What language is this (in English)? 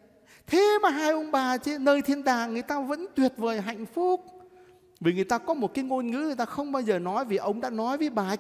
Vietnamese